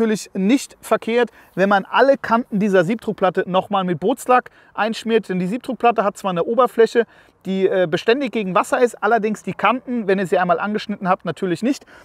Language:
German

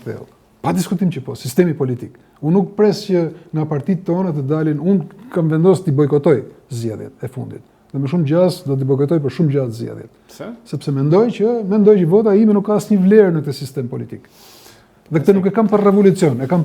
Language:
Albanian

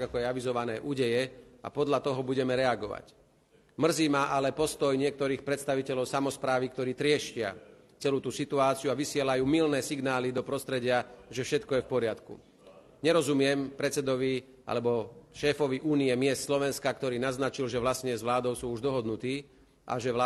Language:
Slovak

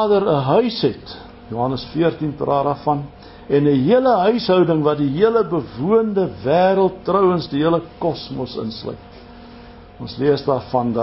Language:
Afrikaans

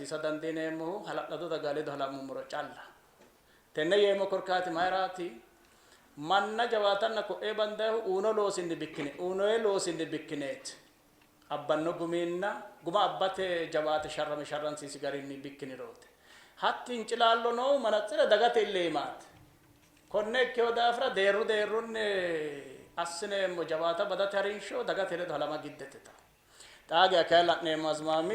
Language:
Sidamo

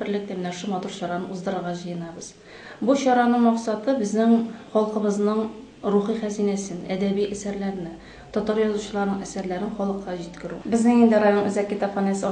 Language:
Tatar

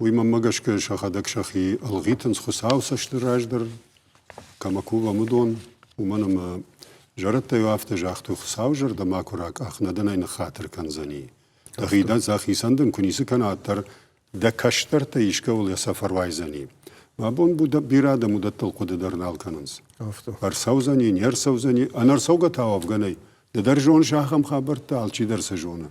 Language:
Ossetic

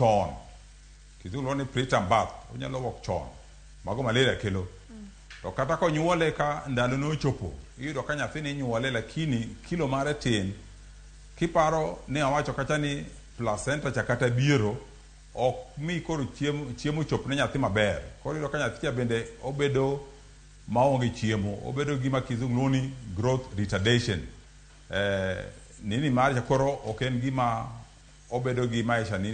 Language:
Luo (Kenya and Tanzania)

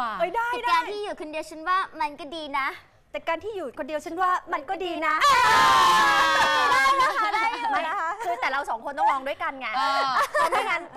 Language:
Thai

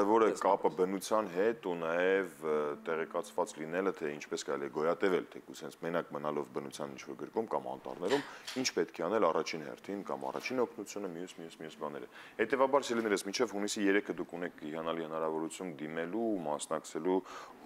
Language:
Armenian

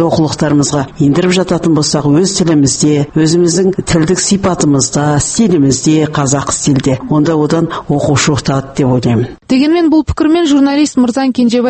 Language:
Kazakh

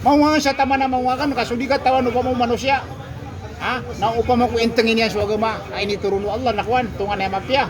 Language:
Maranao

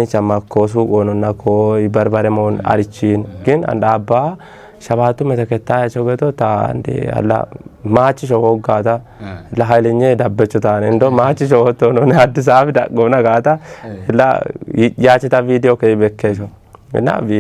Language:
Kafa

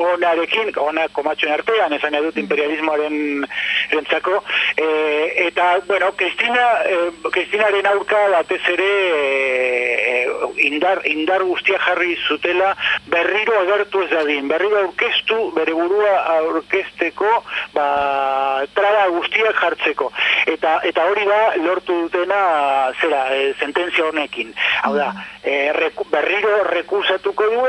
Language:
Basque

